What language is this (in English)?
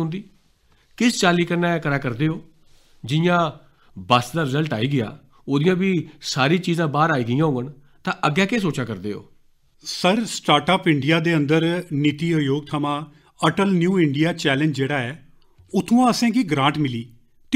Dogri